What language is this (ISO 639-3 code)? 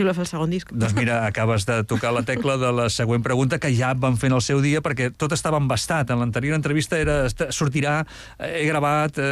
cat